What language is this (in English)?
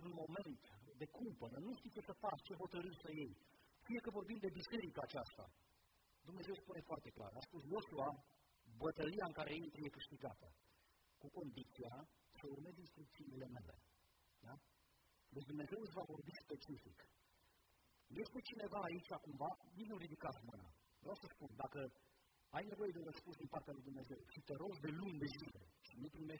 Romanian